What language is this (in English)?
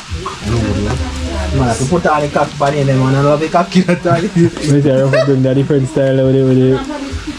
Jamaican Creole English